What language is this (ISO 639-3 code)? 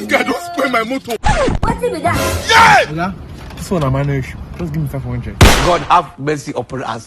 pcm